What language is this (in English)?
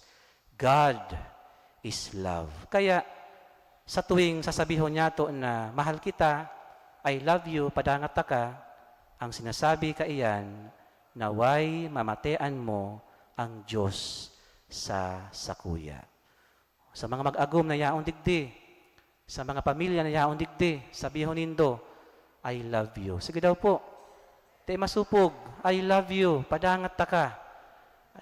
Bikol